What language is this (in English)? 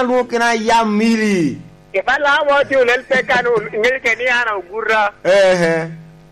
Lango (Uganda)